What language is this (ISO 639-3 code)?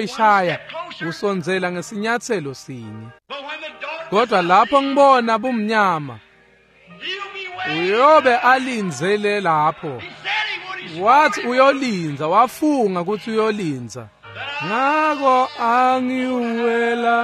ssw